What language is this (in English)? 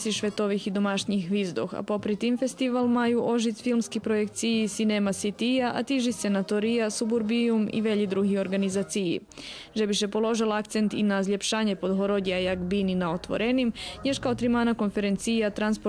Rusyn